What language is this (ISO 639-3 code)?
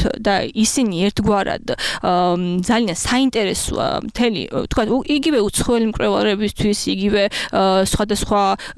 kat